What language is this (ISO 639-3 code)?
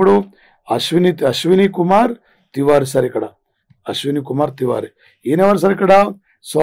tel